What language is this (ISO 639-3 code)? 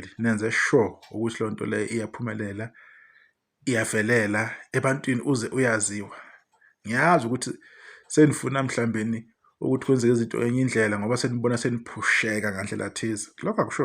zul